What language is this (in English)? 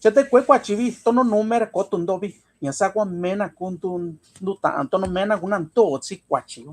Mixtepec Mixtec